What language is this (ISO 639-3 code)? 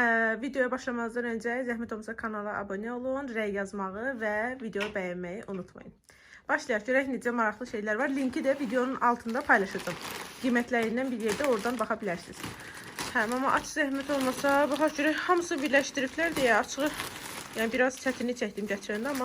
aze